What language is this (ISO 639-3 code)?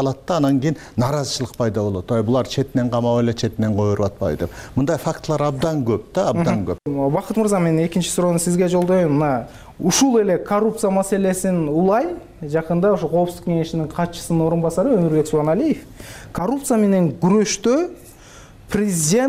kir